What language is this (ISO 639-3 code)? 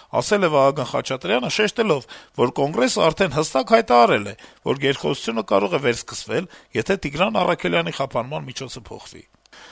hye